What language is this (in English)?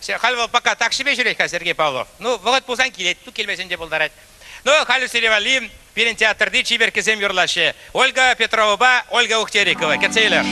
Chuvash